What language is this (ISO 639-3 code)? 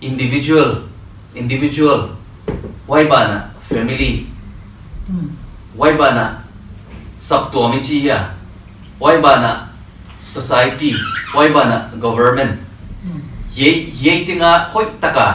pck